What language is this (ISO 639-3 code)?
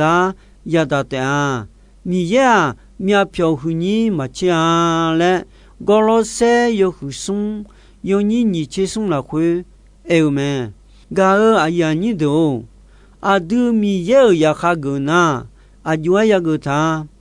ahk